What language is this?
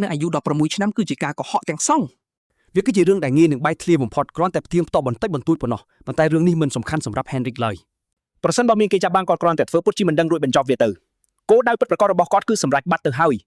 Khmer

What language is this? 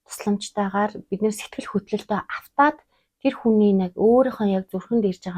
Mongolian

